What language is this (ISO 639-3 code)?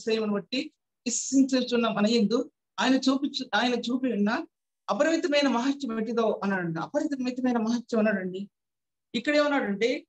tel